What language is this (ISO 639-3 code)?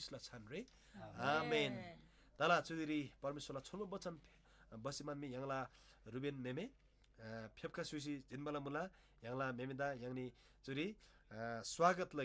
taj